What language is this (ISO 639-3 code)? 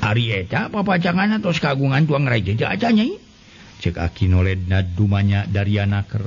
sun